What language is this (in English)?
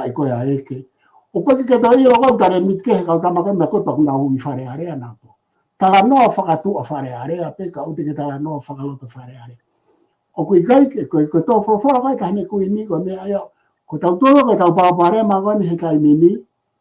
Tongan